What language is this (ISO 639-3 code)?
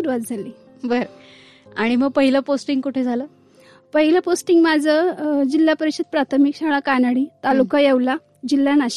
mar